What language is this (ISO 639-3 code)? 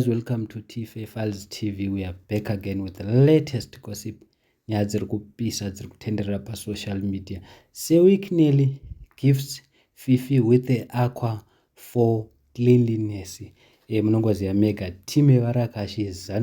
sna